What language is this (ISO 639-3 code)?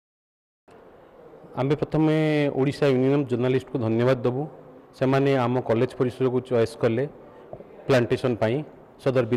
ori